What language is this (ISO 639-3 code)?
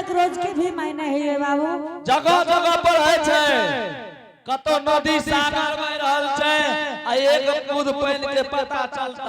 anp